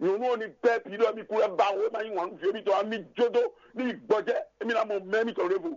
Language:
Fon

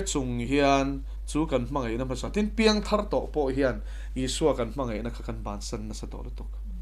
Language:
Mizo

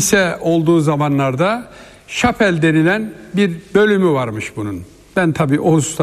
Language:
Turkish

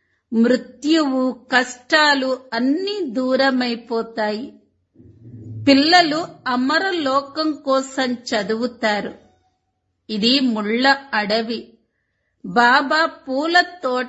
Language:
Telugu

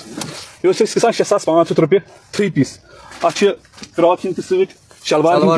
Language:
Kashmiri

